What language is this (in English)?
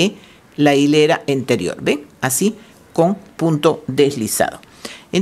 Spanish